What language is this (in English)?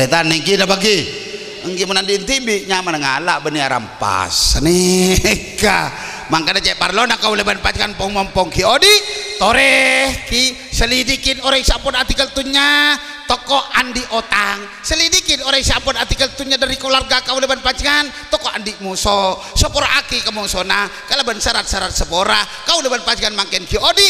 Madurese